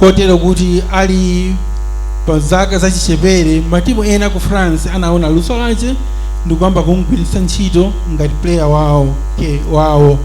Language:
Nyanja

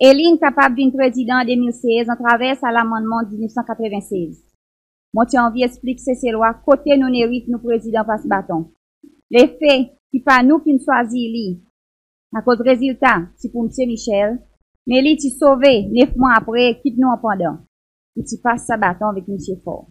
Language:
Seselwa Creole French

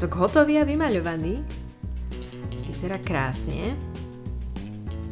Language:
Slovak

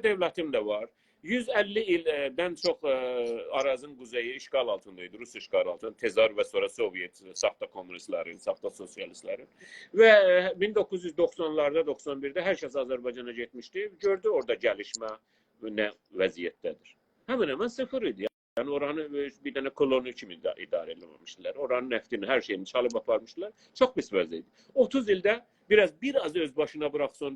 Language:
South Azerbaijani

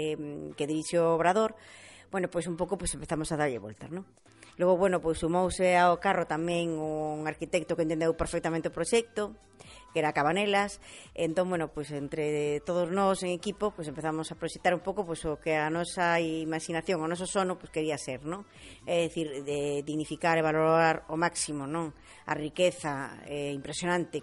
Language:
Galician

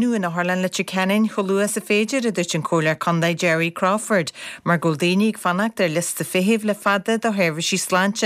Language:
Irish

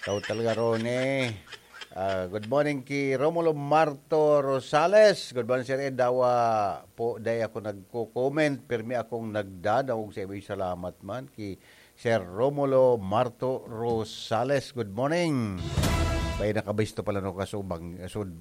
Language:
Bikol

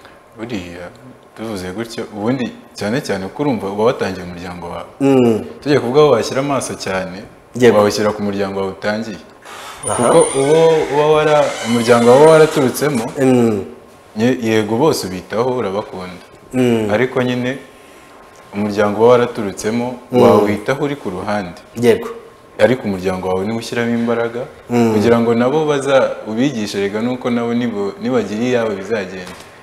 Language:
Kinyarwanda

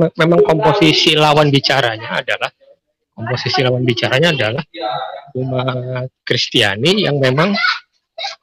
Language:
Indonesian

